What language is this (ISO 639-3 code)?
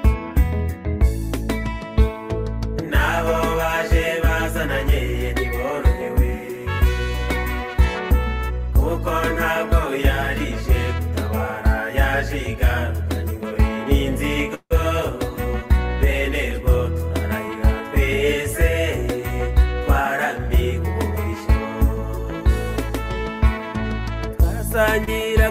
kin